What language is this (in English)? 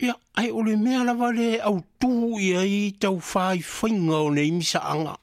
Samoan